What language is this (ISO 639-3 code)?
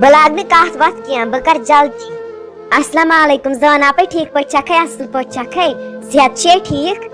kas